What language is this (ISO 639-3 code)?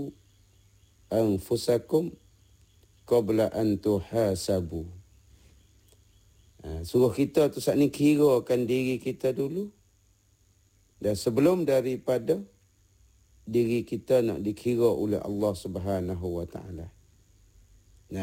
msa